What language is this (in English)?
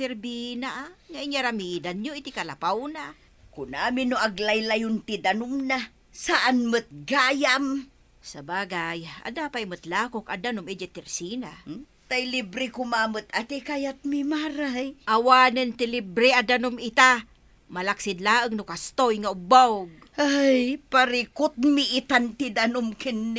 Iloko